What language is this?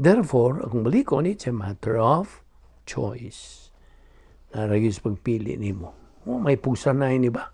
Cebuano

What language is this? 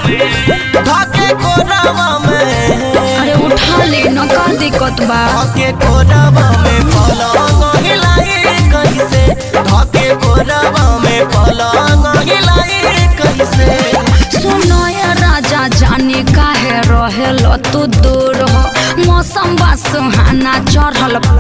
Bhojpuri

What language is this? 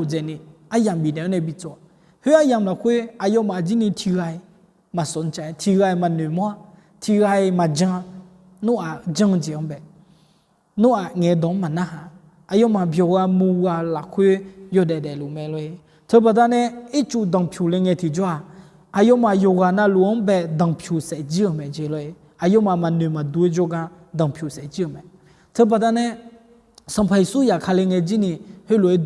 Akha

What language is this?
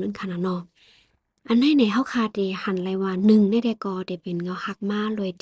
Shan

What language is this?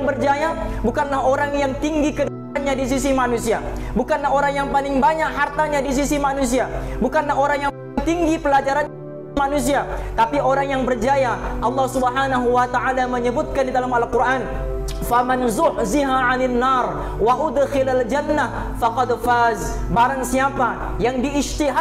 Malay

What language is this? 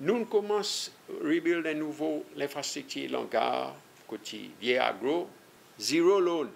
Seselwa Creole French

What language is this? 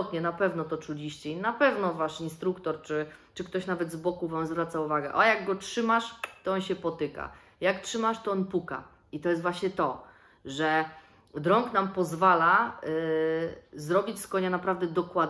Polish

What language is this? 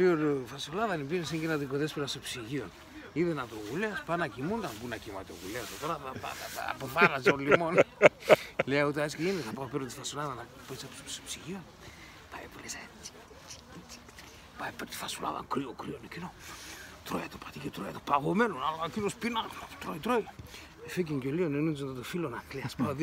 Pontic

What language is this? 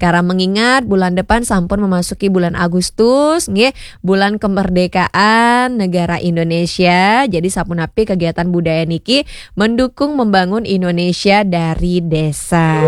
Balinese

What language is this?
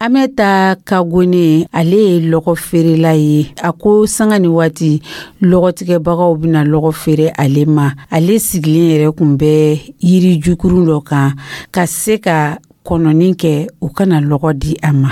Dyula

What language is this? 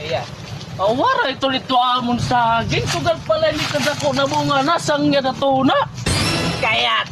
Waray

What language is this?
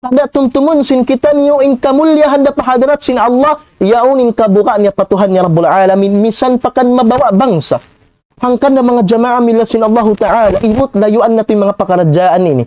Tausug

